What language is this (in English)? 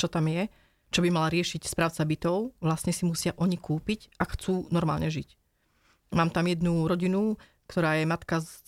Slovak